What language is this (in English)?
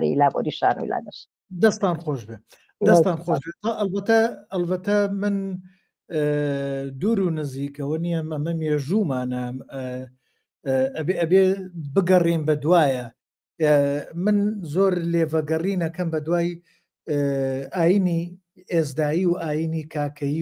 Central Kurdish